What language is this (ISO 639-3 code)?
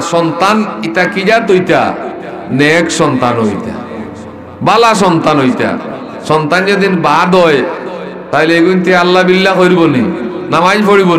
syl